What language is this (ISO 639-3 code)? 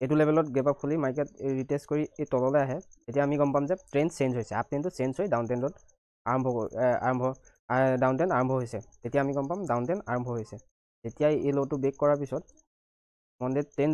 asm